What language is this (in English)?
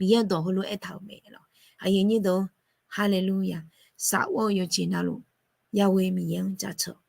Akha